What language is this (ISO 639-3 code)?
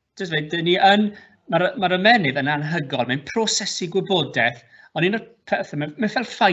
cym